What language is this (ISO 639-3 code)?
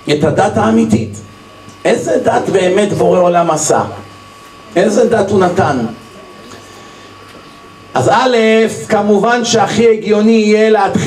heb